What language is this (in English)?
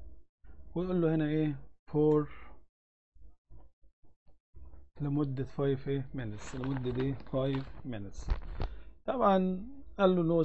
Egyptian Arabic